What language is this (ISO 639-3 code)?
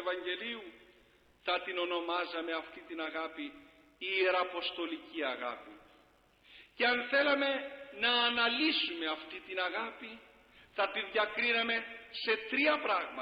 ell